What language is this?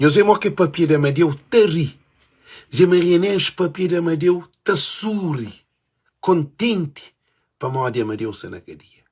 Kabuverdianu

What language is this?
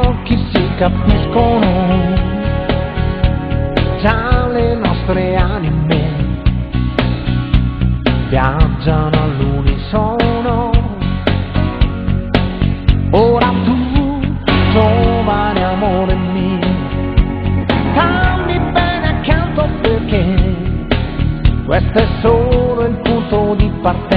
Italian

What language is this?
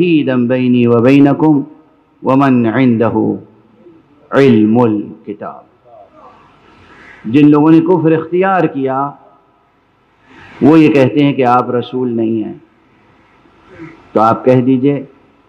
Urdu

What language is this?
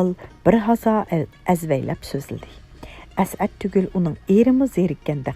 Uyghur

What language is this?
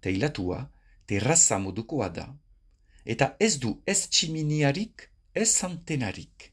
Basque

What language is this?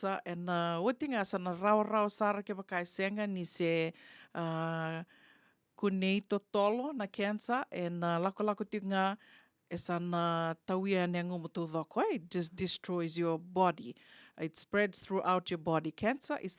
Fijian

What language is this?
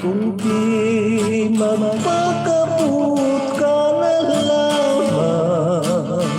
Hiligaynon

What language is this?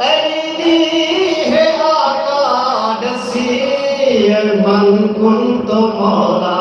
Saraiki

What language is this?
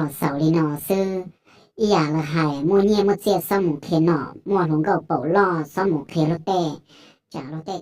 Hmong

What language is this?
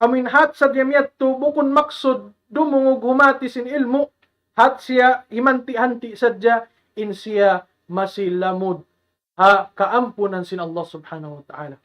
Tausug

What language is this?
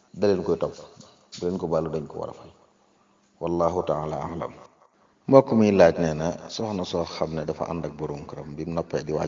Wolof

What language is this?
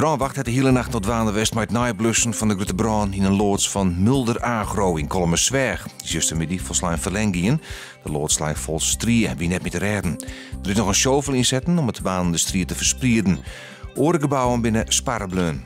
Western Frisian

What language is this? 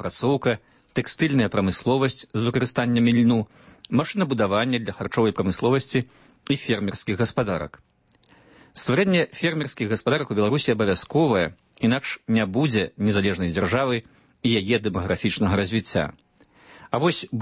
Belarusian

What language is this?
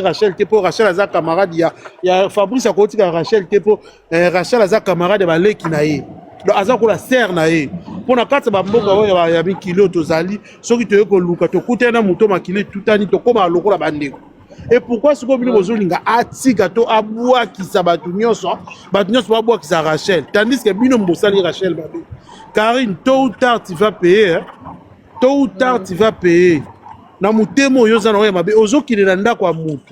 Lingala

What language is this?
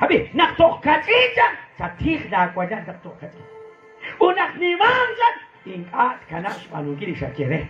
Kekchí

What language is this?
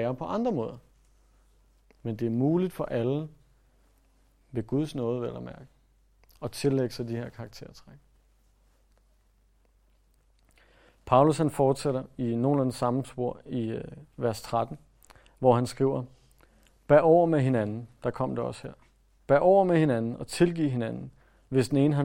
Danish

